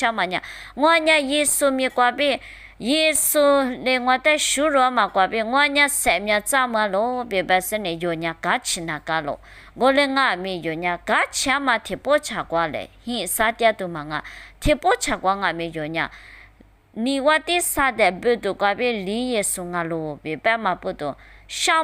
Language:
Lisu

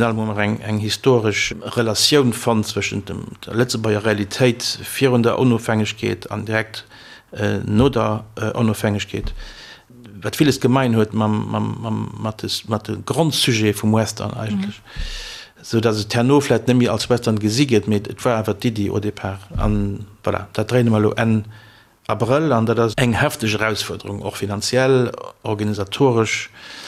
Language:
Luxembourgish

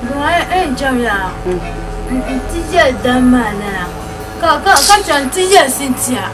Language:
Dagbani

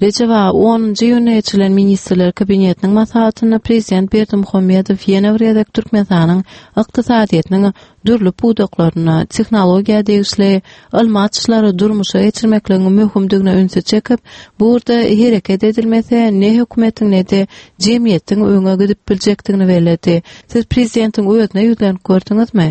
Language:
Turkmen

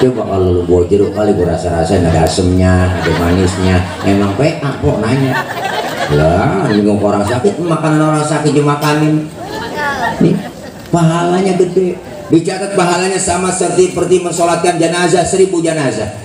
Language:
Betawi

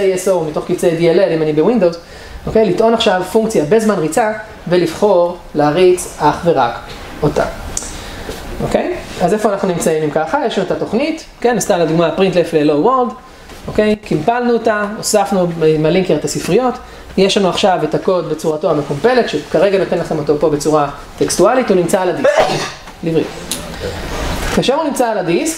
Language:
Hebrew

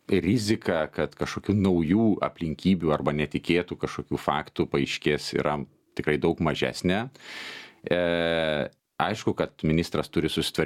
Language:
Lithuanian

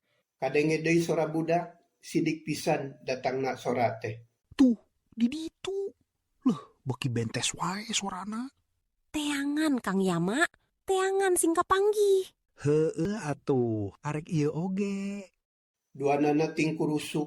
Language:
Sundanese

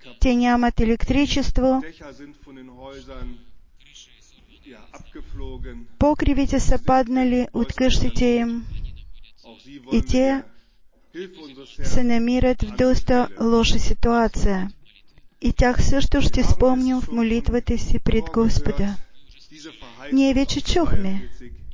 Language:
Bulgarian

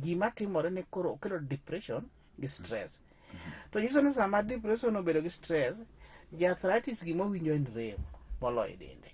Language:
Luo (Kenya and Tanzania)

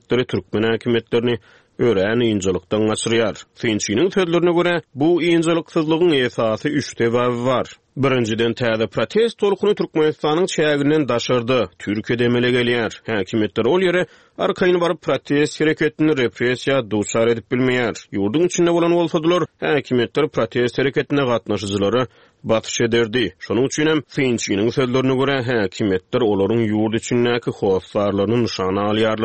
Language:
Turkmen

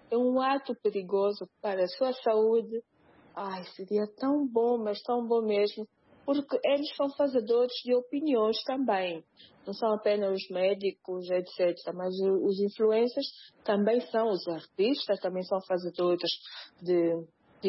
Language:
Portuguese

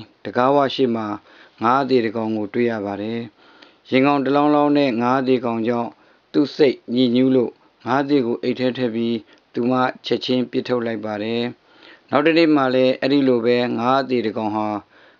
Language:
Burmese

